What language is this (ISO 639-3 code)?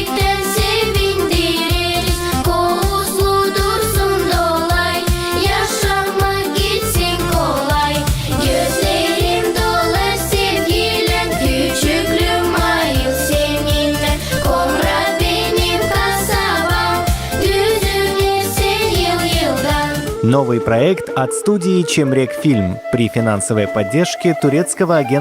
gag